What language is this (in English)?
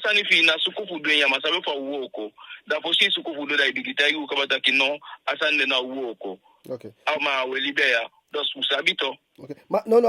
Eastern Maroon Creole